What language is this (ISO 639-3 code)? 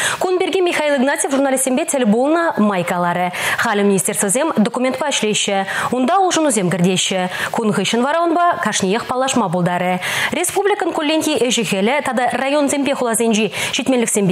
chv